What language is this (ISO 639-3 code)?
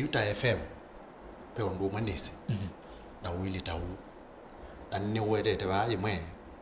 kam